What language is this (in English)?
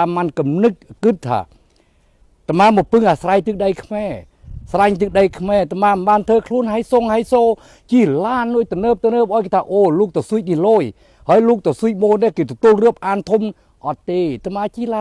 Khmer